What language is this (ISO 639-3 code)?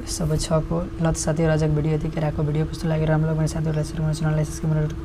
nep